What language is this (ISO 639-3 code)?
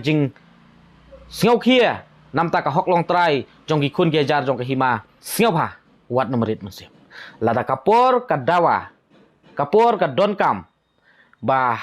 kha